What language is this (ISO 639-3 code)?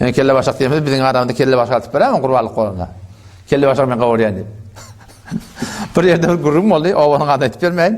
tuk